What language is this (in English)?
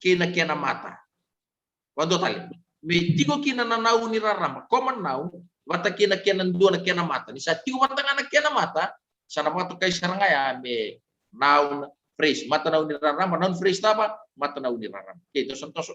Fijian